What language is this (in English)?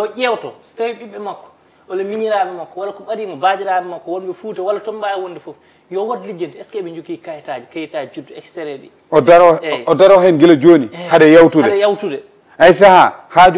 Fula